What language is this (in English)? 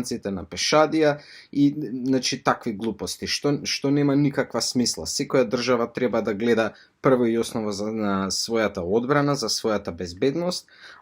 Macedonian